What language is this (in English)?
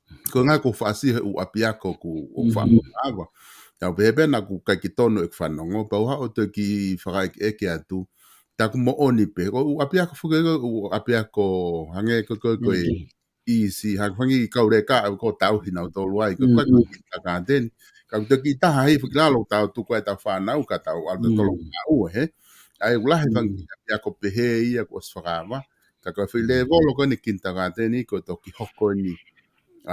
Tongan